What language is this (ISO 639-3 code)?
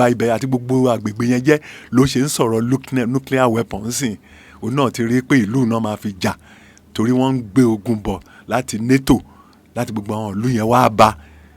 yor